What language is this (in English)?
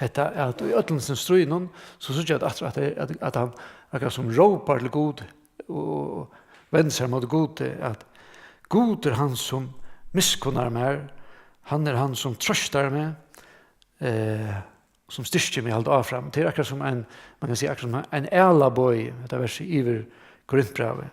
Faroese